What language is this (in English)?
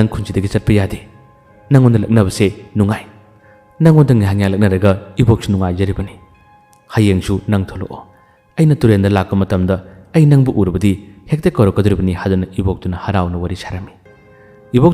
Manipuri